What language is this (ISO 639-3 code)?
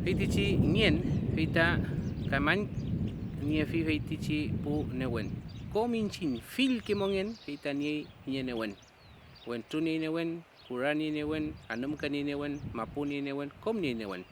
arn